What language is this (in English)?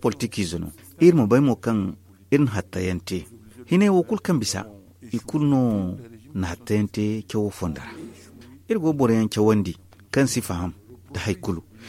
Zarma